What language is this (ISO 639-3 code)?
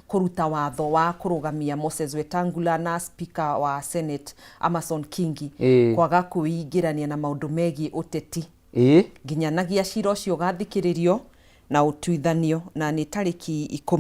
kik